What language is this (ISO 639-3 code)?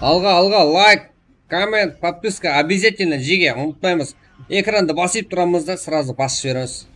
kaa